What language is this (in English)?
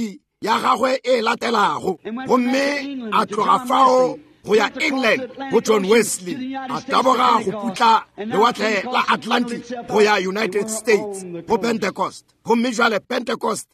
Northern Sotho